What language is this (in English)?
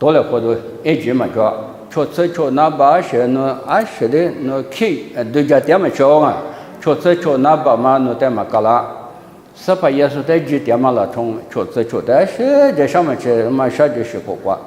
Lisu